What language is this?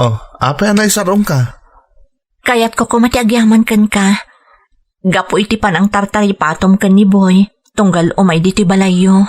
Iloko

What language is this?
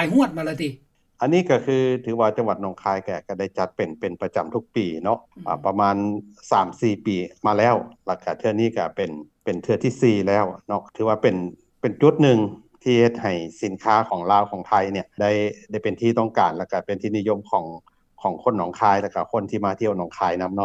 Lao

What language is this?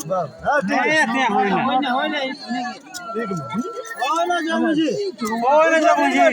Santali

